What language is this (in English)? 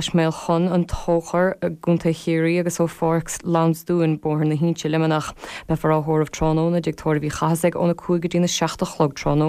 Irish